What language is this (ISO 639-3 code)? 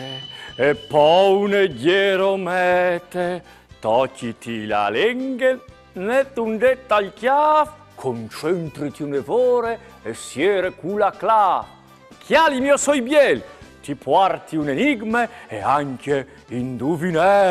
fur